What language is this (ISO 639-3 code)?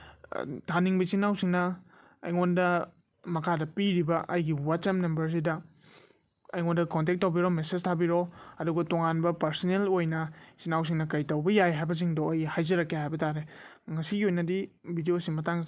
mni